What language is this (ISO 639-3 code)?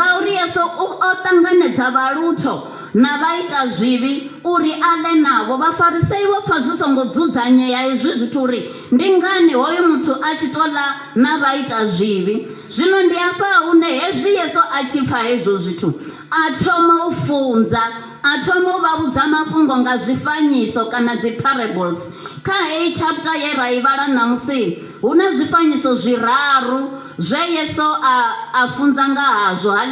ven